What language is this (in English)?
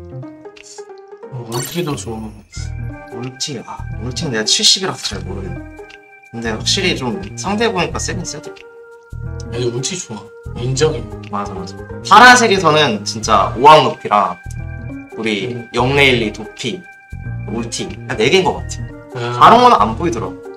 Korean